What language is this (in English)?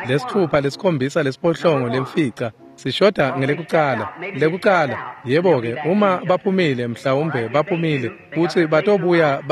Swati